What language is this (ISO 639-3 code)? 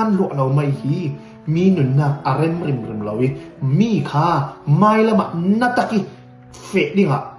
cfm